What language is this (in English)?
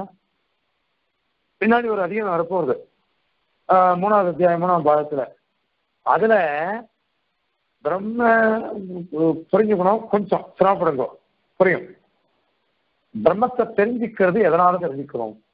Tamil